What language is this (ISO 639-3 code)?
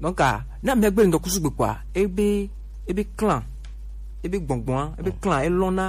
gej